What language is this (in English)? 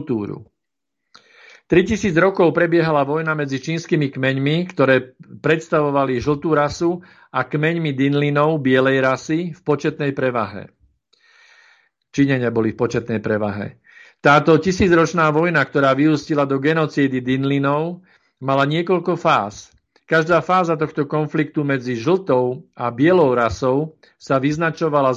Slovak